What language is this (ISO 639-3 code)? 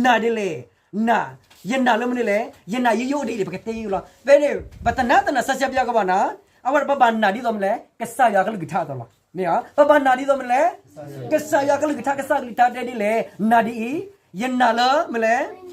ksw